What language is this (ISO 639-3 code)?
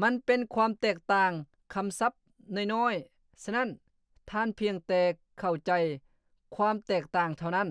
lao